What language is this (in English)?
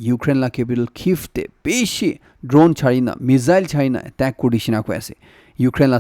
Naga Pidgin